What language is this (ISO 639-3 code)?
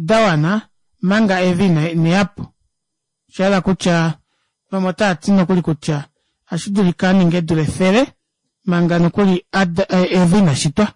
kua